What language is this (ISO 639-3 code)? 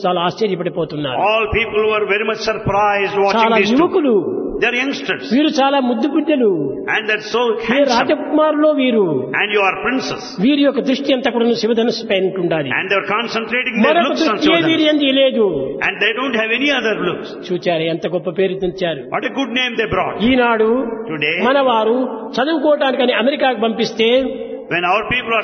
tel